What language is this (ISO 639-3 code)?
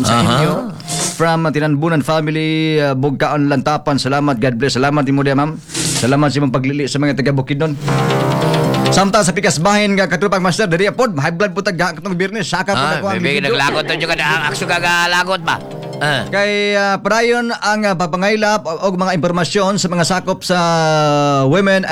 ceb